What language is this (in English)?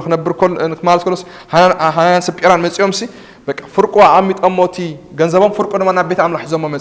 Tigrinya